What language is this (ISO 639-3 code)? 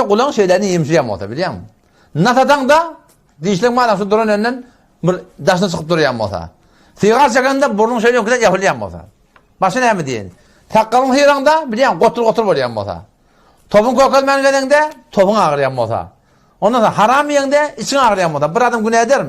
tuk